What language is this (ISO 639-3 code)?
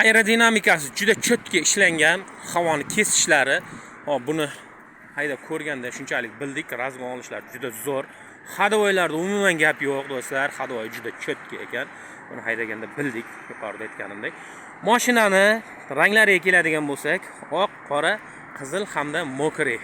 uzb